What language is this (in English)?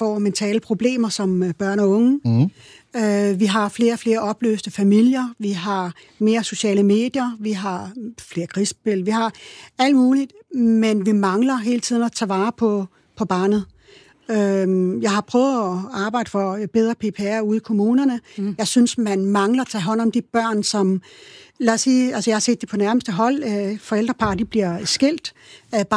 Danish